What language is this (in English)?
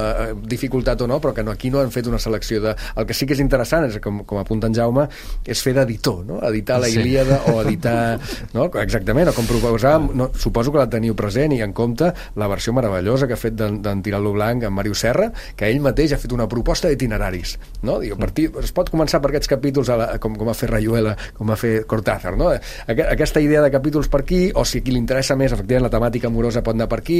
Catalan